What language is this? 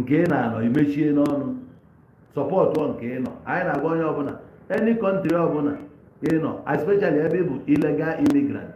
Igbo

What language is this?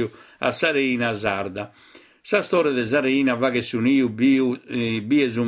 Sardinian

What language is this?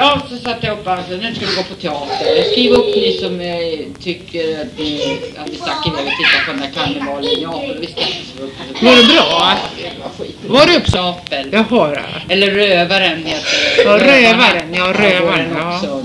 Swedish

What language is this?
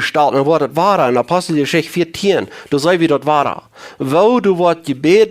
Plautdietsch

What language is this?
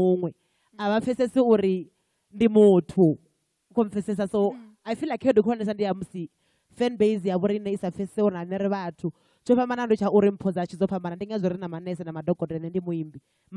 Venda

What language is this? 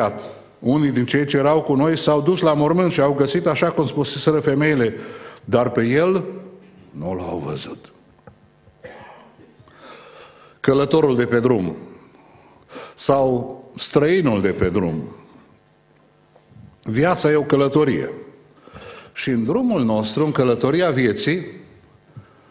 Romanian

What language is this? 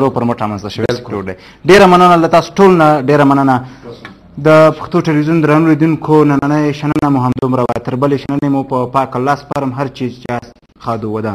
Pashto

